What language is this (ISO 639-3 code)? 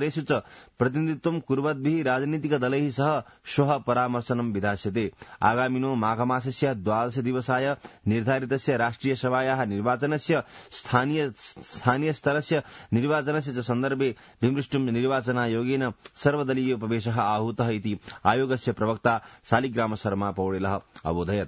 san